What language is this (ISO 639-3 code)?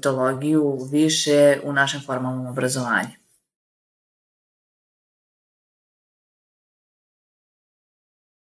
srp